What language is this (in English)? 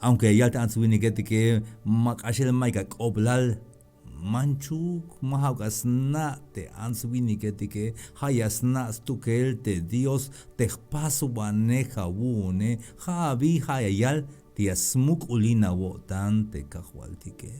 Tzeltal